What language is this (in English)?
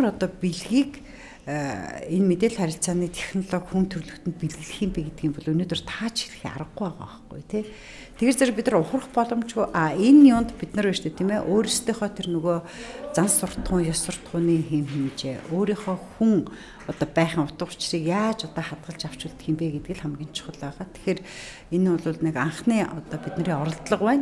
Mongolian